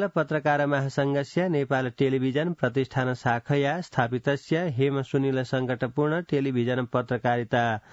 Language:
Sanskrit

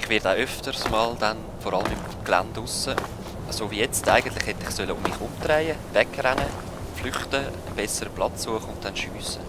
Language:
Swiss German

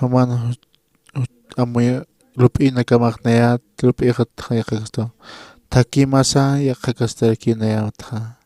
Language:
Aymara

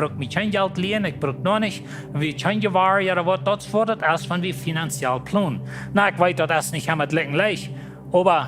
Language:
Plautdietsch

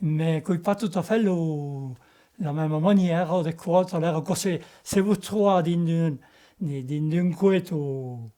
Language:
Occitan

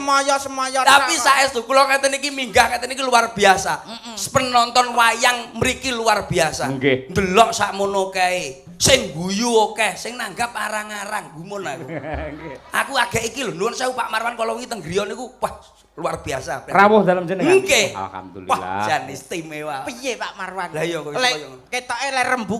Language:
Javanese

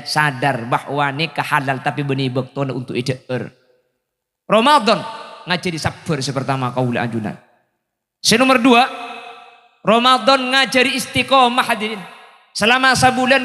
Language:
Madurese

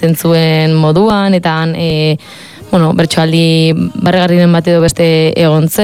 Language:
Basque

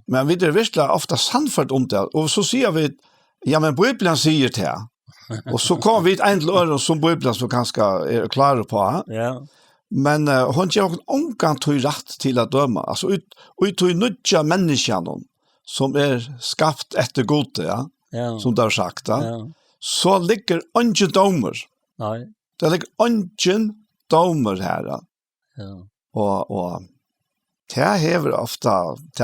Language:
Faroese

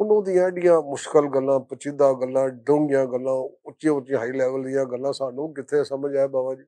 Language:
Western Panjabi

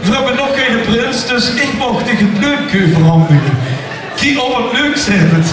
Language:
Limburgish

